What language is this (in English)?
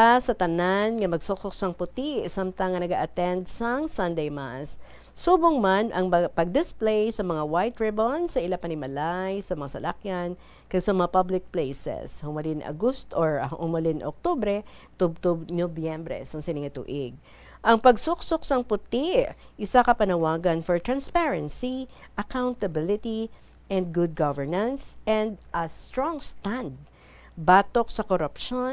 Hiligaynon